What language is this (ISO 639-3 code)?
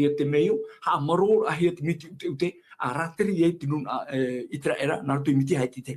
tah